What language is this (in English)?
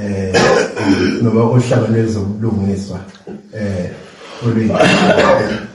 Zulu